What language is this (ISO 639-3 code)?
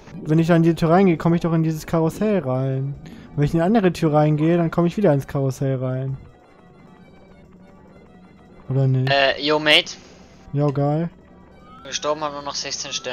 deu